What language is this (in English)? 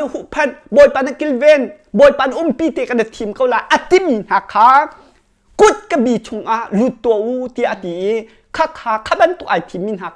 Hakha Chin